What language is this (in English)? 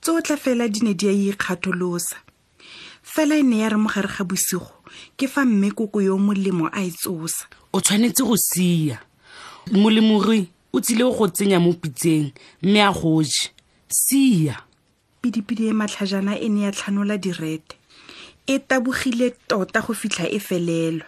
Tswana